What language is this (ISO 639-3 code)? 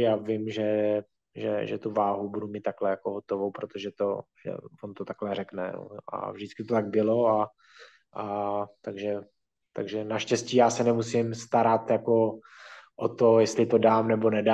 ces